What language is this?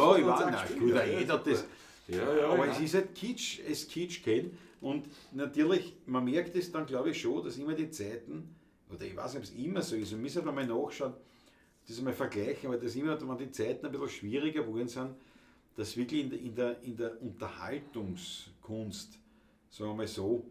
Bavarian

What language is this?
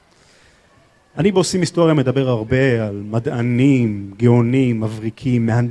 Hebrew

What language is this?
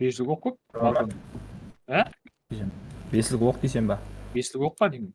Kara-Kalpak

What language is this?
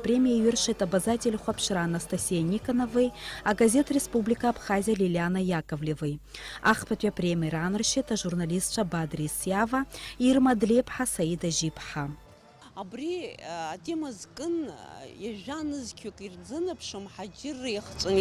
Abkhazian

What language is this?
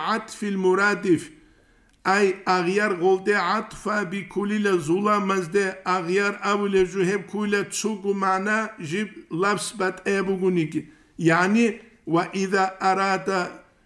Avaric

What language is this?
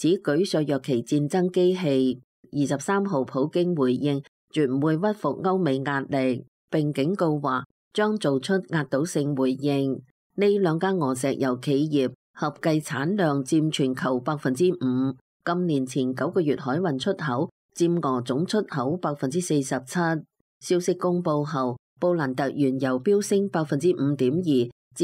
Cantonese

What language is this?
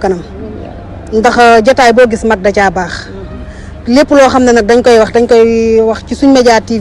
Wolof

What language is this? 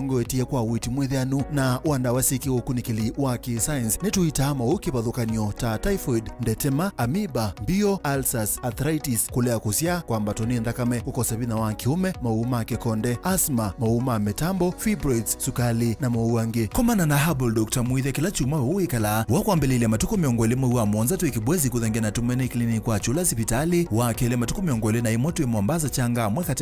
Kamba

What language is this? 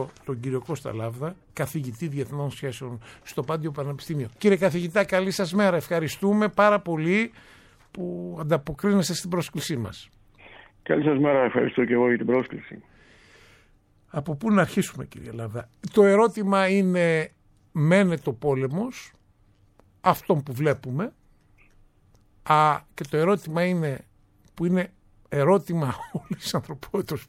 Greek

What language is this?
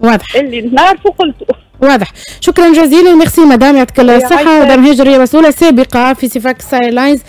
Tunisian Arabic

